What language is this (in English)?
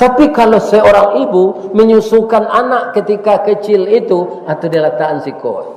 Minangkabau